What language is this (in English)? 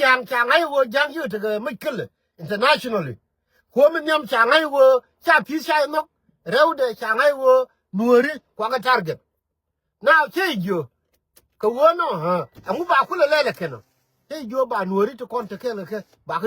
Nuer